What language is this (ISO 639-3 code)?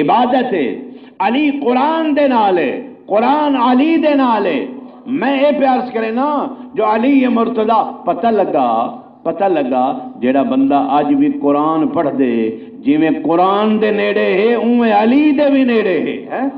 skr